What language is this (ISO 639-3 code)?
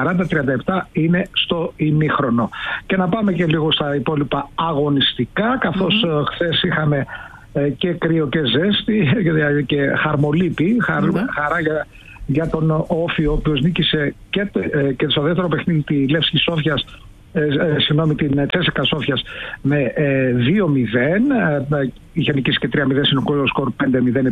ell